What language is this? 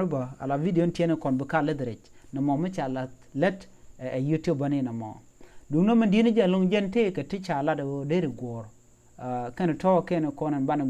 Nuer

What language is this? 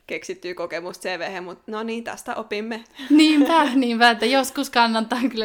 Finnish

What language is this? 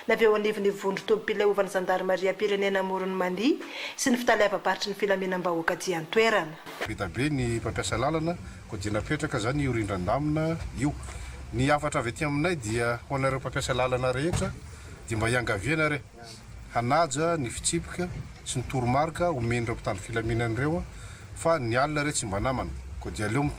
Malagasy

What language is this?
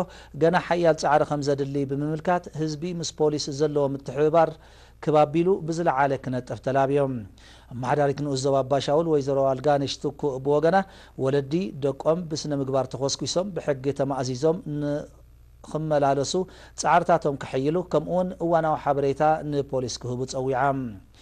Tigrinya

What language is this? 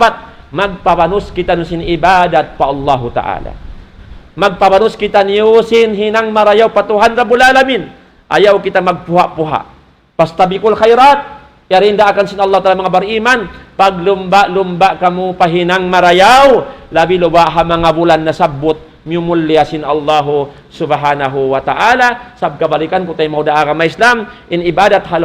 Tausug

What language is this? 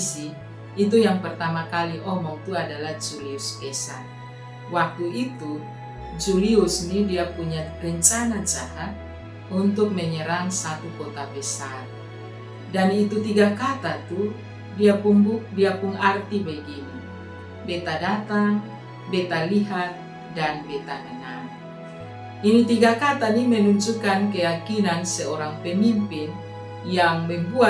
Kupang Malay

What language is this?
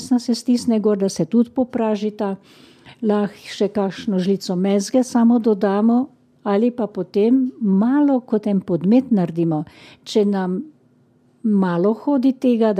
Slovenian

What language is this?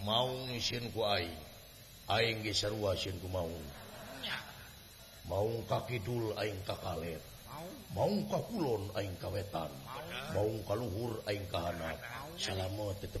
Sundanese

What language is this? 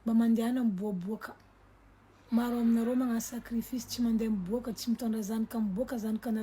Malagasy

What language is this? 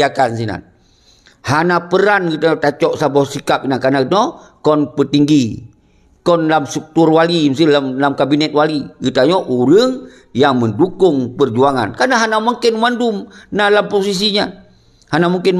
Achinese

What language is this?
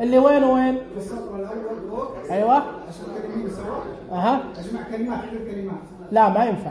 Najdi Arabic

